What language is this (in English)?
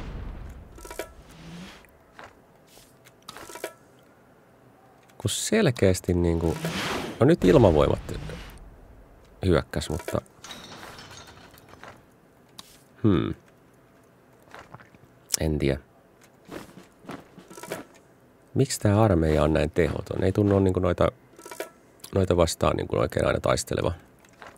Finnish